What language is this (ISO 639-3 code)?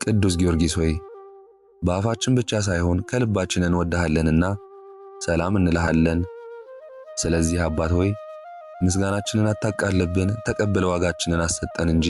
amh